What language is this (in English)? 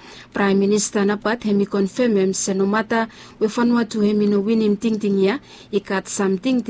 Bislama